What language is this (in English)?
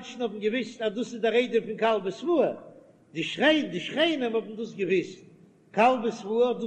Yiddish